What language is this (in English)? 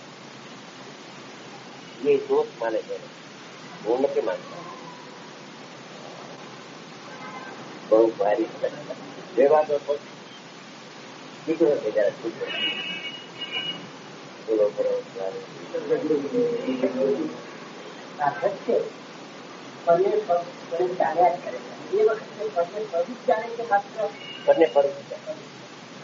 Gujarati